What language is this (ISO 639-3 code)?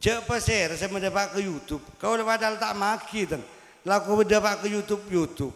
mad